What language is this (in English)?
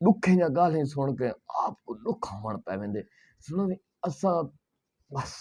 Saraiki